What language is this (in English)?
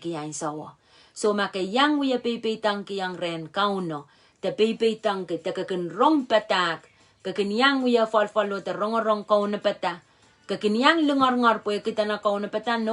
Pohnpeian